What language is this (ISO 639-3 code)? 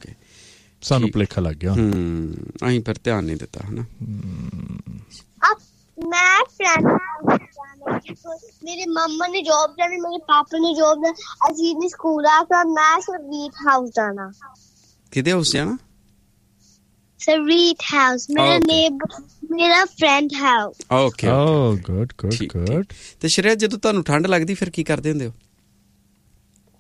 pan